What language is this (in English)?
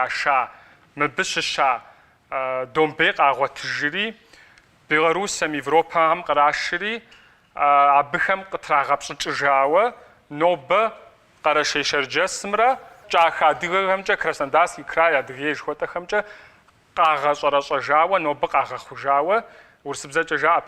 Kabardian